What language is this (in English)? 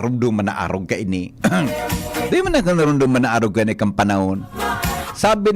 Bikol